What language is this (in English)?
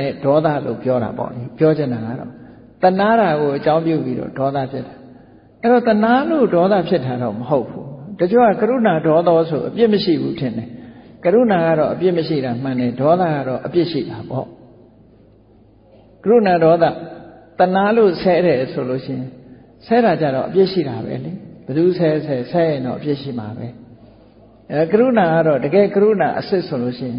Burmese